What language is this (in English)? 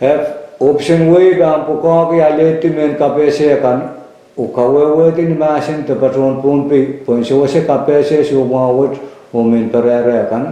Pohnpeian